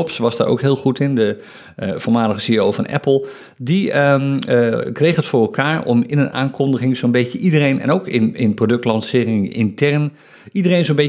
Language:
Dutch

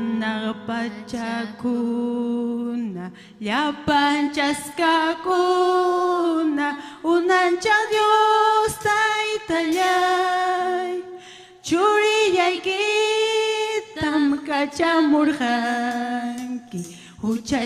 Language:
Ayacucho Quechua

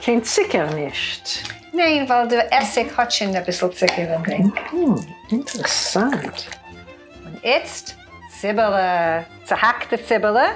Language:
Yiddish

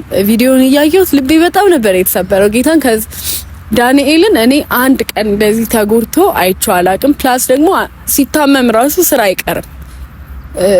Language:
Amharic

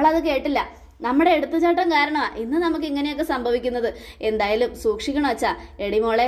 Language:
Malayalam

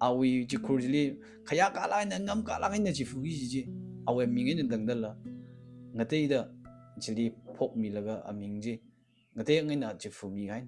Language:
Tangkhul Naga (India)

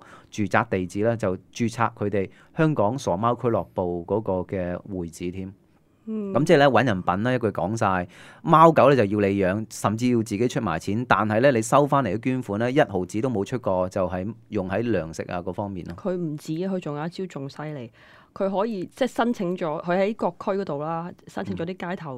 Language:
Cantonese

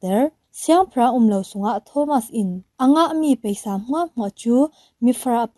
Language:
Falam Chin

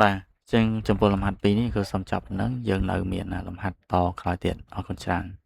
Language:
Khmer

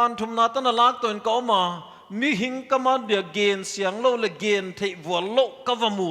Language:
Paite Chin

